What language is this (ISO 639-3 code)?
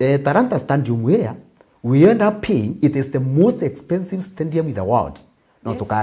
mer